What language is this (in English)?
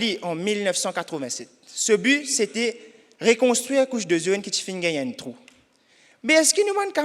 Morisyen